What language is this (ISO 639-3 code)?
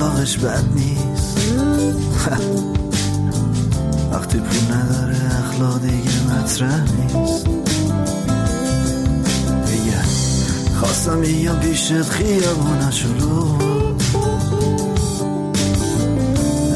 fas